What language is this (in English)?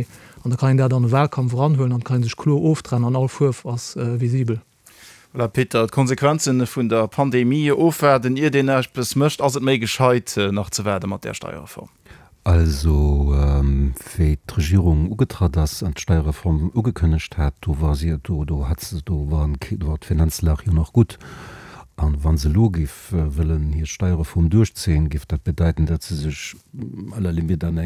Luxembourgish